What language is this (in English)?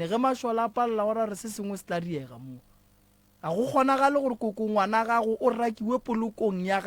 Northern Sotho